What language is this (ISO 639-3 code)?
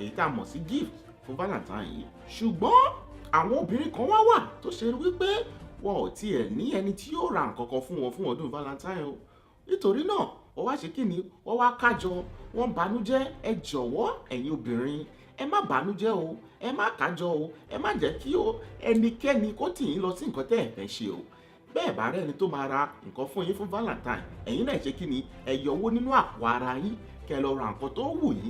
yor